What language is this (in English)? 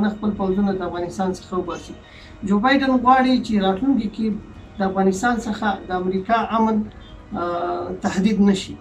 Pashto